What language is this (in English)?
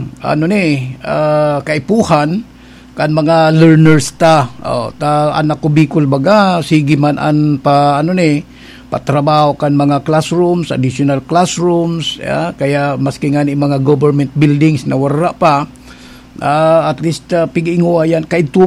Bikol